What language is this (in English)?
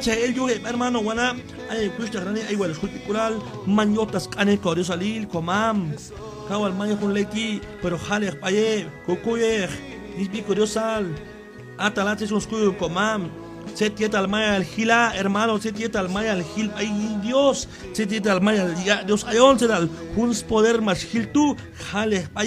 Q'anjob'al